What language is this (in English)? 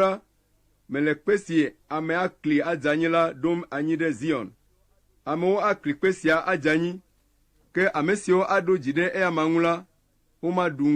Ewe